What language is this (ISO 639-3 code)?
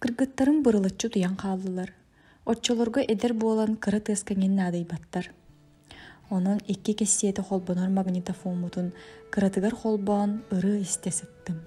sah